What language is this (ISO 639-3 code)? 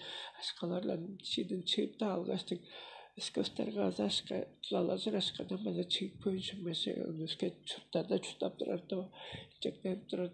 tyv